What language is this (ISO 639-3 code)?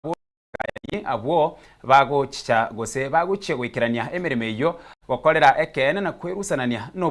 guz